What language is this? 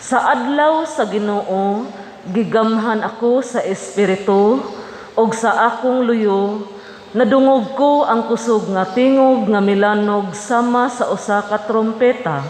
Cebuano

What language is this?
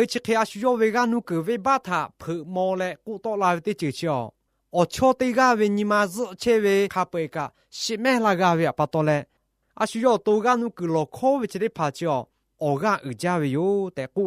Lahu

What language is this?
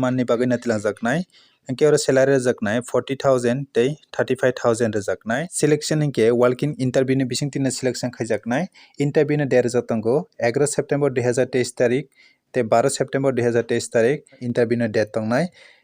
Kok Borok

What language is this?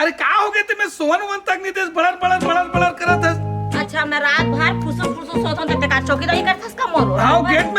Chhattisgarhi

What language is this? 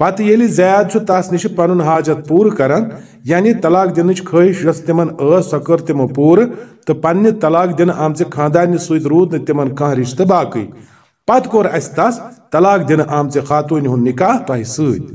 Kashmiri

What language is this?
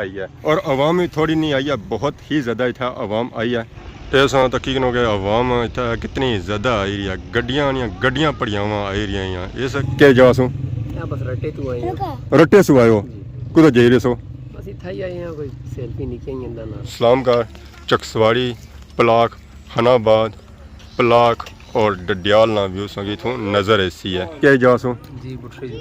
Pahari-Potwari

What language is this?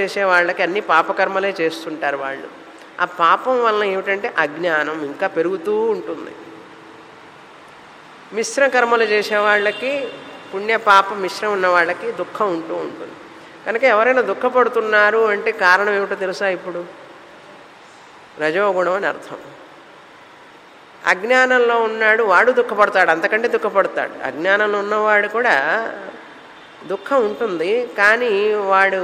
Telugu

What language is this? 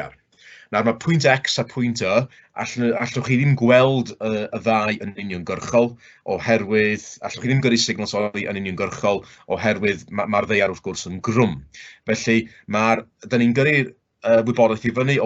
Welsh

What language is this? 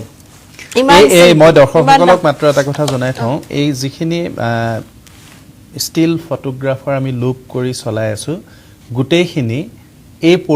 Assamese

